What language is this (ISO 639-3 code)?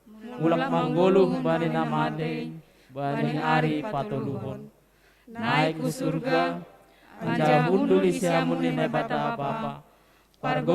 bts